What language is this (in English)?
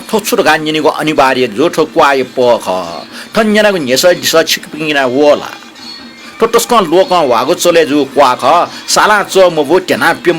Newari